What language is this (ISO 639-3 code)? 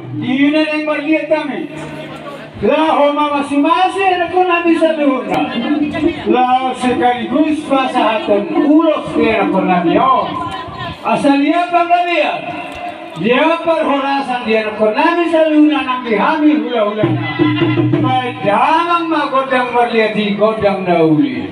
bbc